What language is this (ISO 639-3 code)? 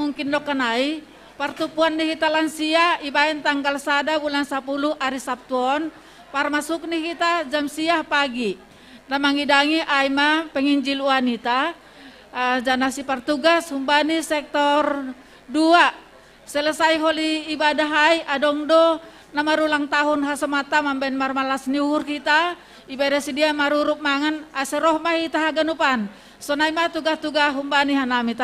bts